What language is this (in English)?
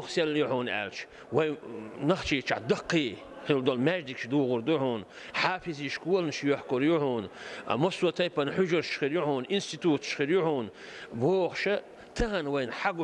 Chechen